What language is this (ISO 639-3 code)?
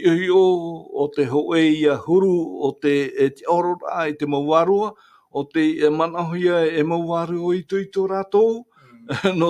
tah